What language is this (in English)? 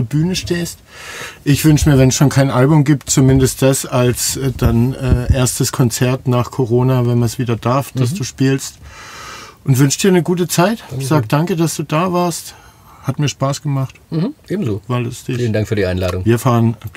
German